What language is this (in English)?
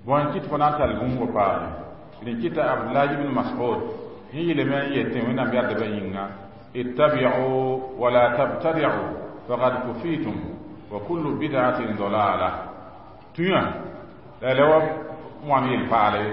Mossi